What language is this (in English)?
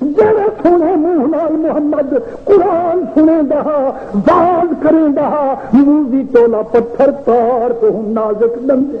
Saraiki